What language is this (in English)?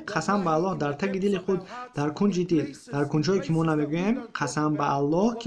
Tajik